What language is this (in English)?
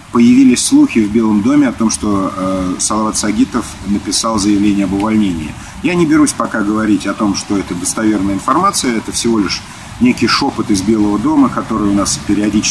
Russian